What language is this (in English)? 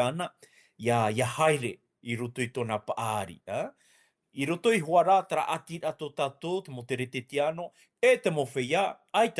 Tahitian